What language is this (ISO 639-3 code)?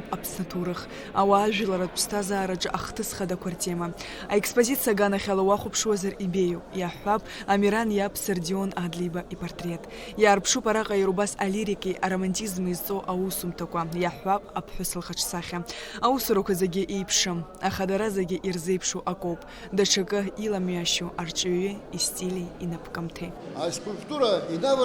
abk